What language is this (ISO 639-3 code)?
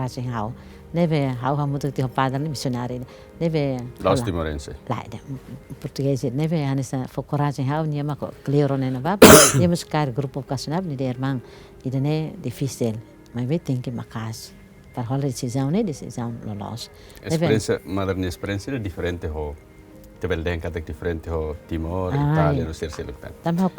tet